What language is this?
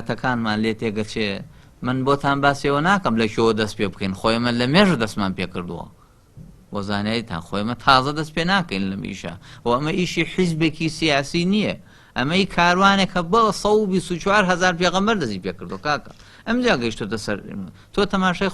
Central Kurdish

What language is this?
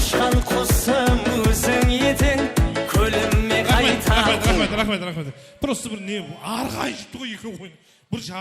Kara-Kalpak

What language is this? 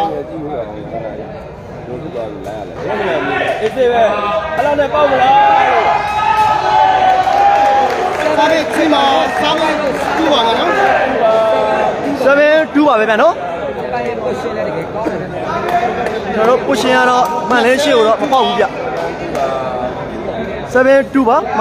Burmese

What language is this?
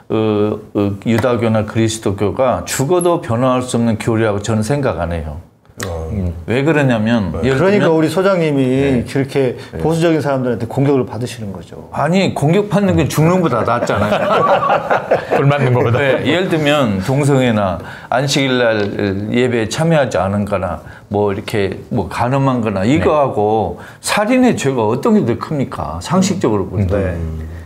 Korean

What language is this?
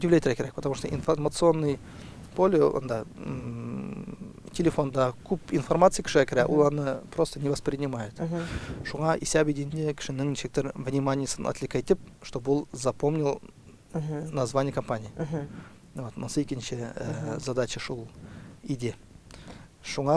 Tatar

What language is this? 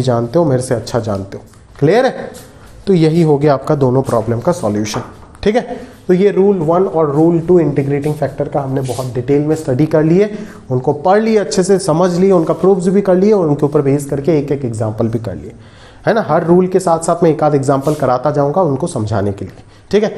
Hindi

